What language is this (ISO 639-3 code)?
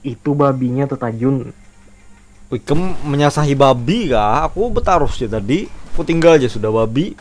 bjn